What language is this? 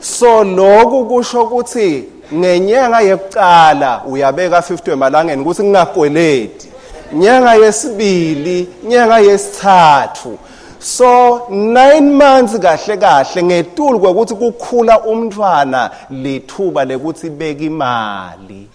Swati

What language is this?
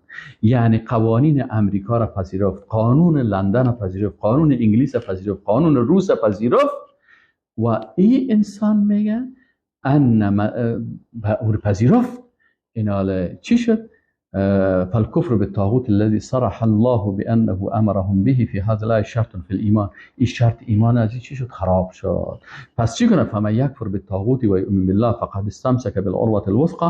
Persian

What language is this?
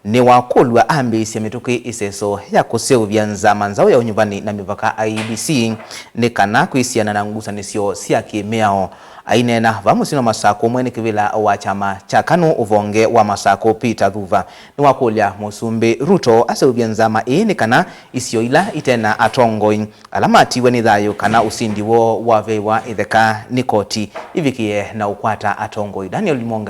Kamba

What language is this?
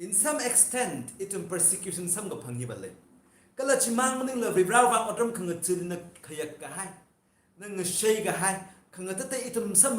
Tangkhul Naga (India)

